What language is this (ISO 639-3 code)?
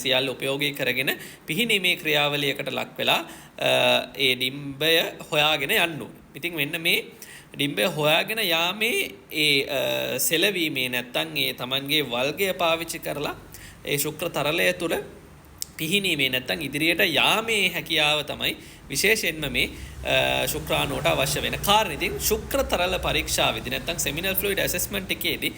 sin